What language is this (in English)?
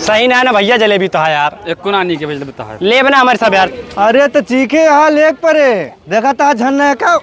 Awadhi